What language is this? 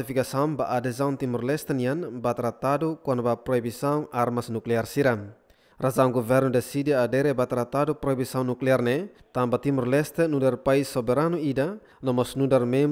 Tetum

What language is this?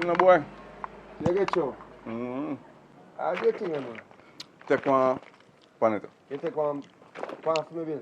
Jamaican Creole English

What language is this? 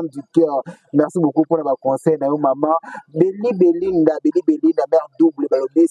Lingala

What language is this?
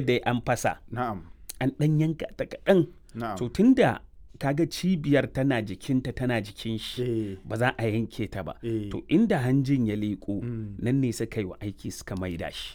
Hausa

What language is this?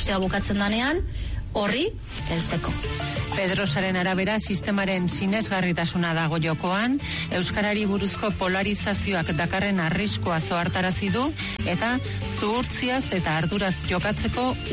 Basque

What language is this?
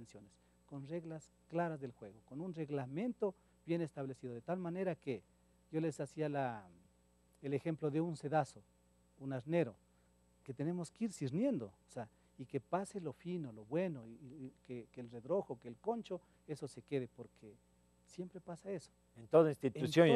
Spanish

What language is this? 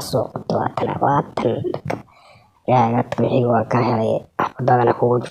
Somali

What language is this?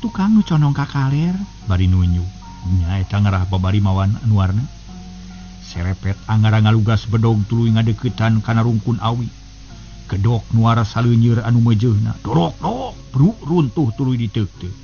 Sundanese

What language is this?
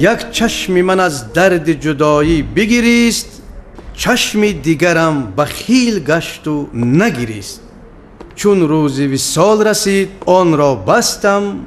Tajik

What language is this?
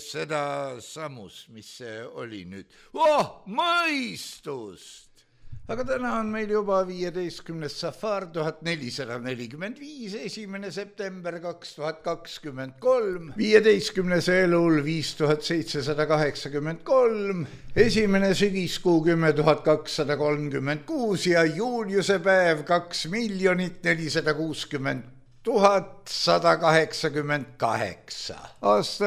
Estonian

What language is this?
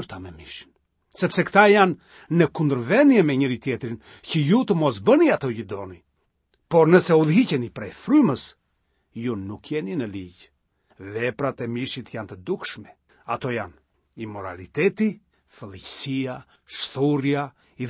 Albanian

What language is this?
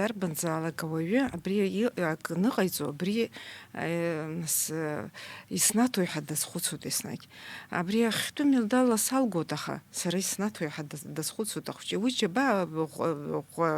Abkhazian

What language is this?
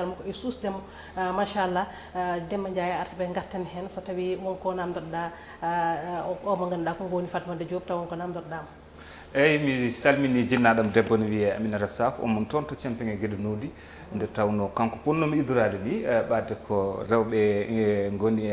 Fula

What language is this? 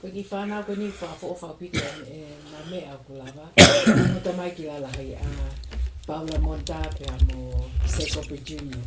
Tongan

